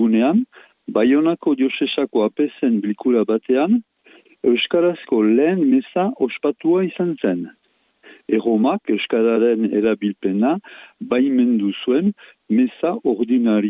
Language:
Basque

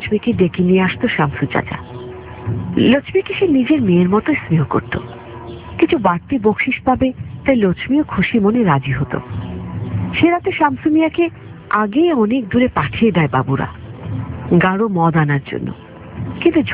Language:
Bangla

